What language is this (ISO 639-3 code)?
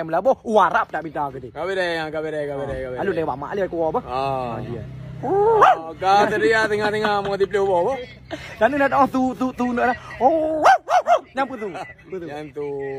ace